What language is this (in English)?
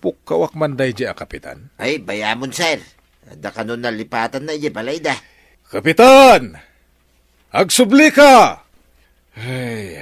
Iloko